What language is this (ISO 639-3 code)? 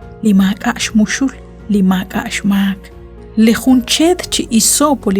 kek